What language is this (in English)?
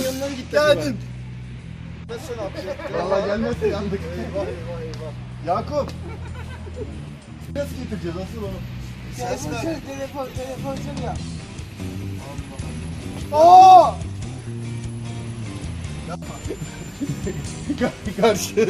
Turkish